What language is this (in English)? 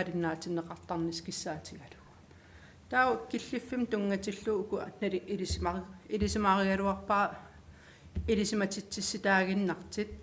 Kalaallisut